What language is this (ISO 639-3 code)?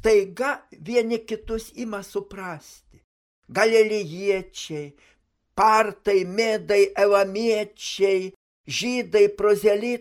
lit